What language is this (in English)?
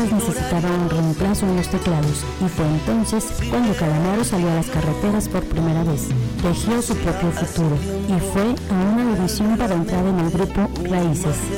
Spanish